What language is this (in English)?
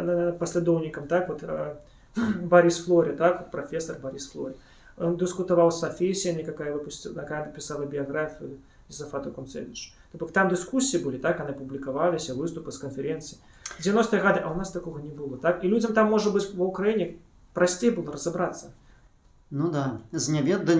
Belarusian